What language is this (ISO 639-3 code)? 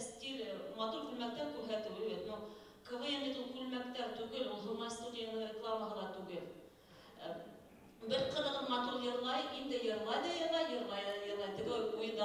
bak